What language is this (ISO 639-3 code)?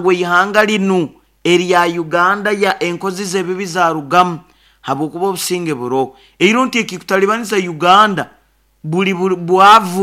nyo